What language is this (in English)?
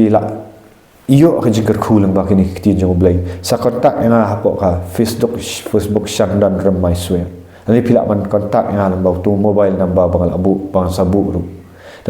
Khasi